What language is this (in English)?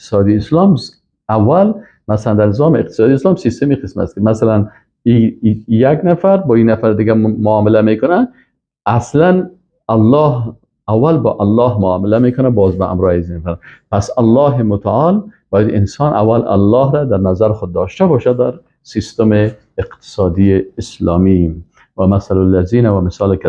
Persian